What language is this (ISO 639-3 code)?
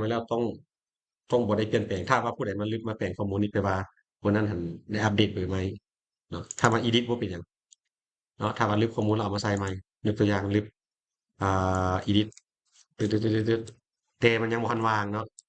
lao